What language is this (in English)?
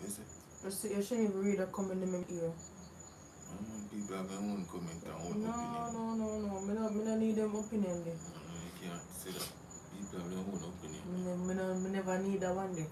Jamaican Creole English